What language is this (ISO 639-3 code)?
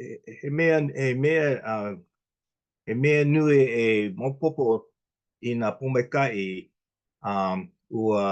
haw